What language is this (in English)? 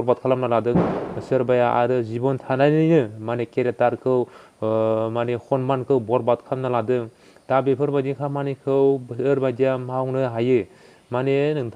Bodo